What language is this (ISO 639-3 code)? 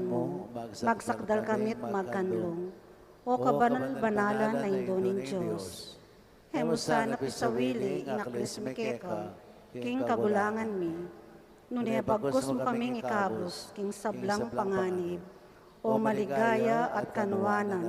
pam